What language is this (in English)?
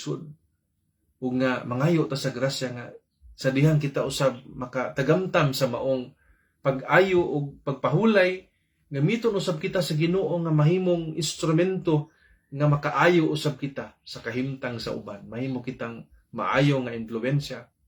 Cebuano